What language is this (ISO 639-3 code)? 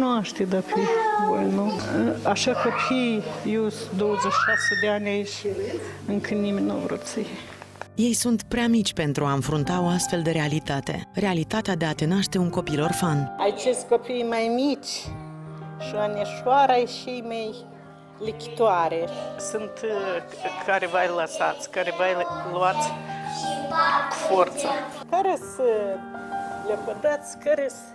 ron